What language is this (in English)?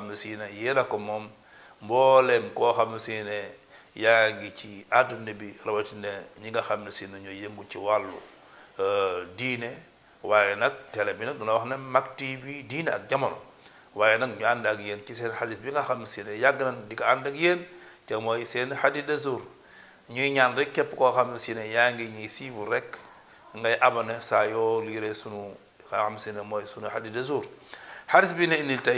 Wolof